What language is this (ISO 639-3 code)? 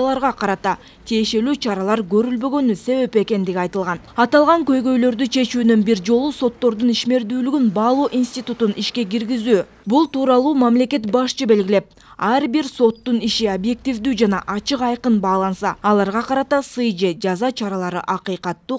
kir